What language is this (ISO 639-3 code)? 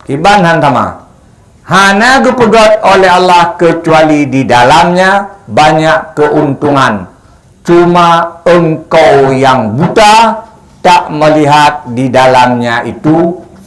ace